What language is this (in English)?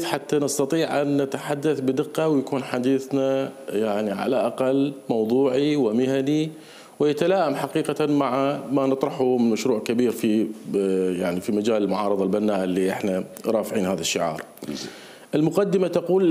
Mesopotamian Arabic